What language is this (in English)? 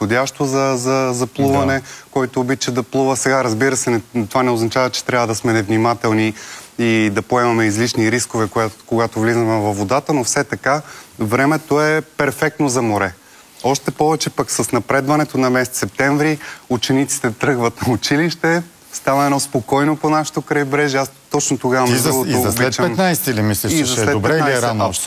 Bulgarian